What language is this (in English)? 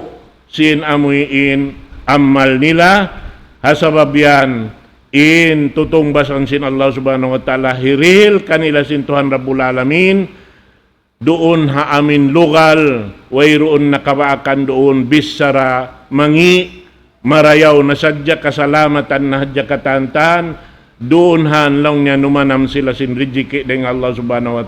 Tausug